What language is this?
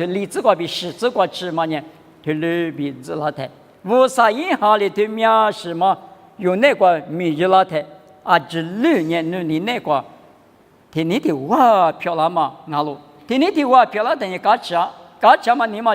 Lisu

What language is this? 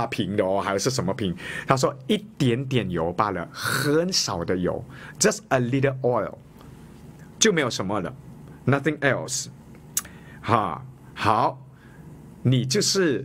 Chinese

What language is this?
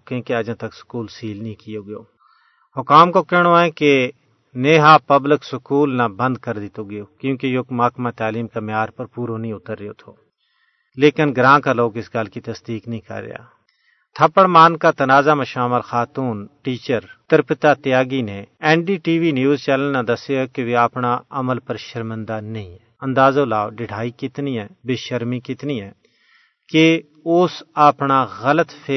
Gujari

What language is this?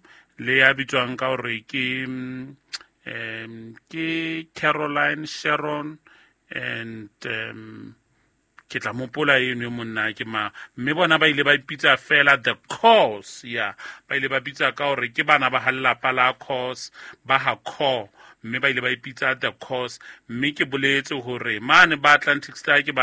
Southern Sotho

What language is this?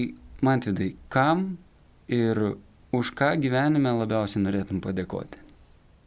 Lithuanian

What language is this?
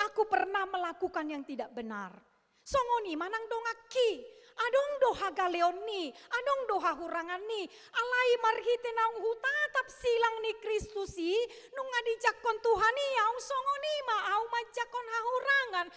Batak Toba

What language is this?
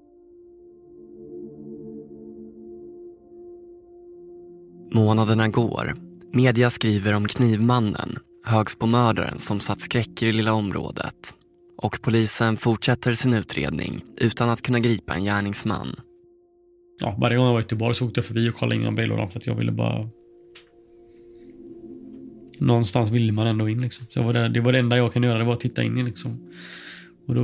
Swedish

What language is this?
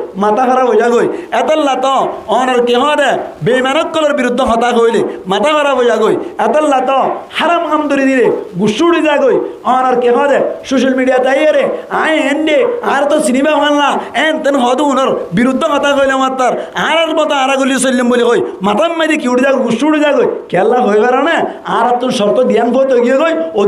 Rohingya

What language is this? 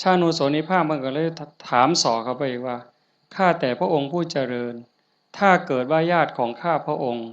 Northeastern Thai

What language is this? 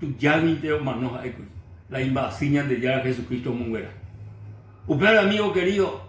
Guarani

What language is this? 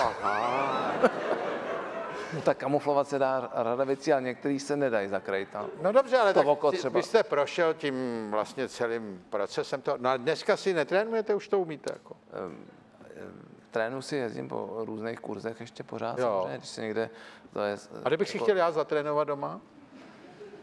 Czech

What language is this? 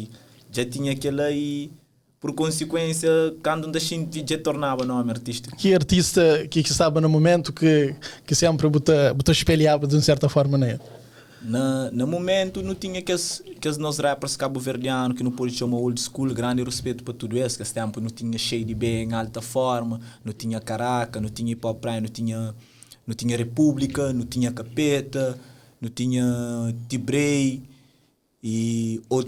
Kabuverdianu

